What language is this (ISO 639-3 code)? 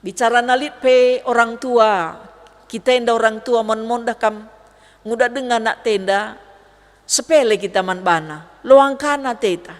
btx